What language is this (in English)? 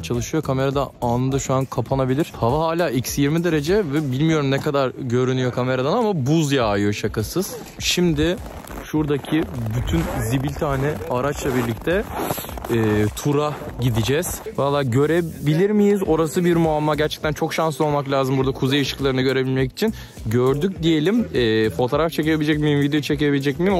Turkish